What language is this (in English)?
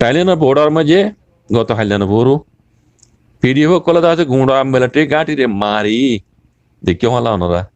Rohingya